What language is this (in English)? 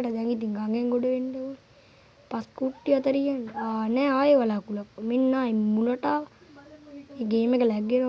Sinhala